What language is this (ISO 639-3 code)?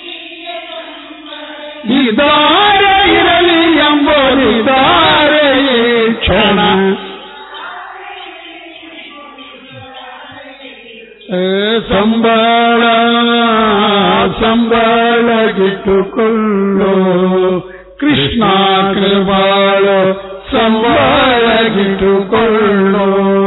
kan